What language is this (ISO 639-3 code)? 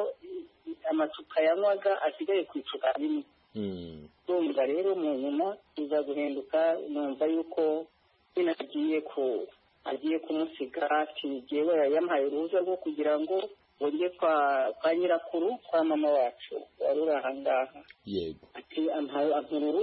kin